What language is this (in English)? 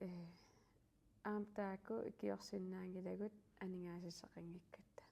Kalaallisut